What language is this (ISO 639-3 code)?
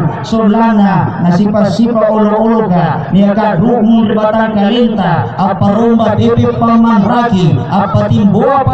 mak